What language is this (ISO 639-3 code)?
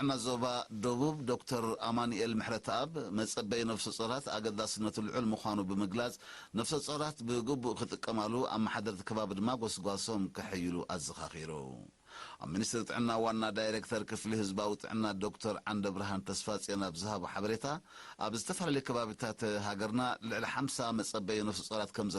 tir